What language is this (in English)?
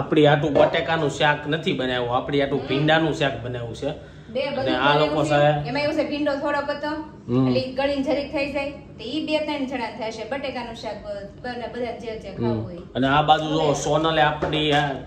Gujarati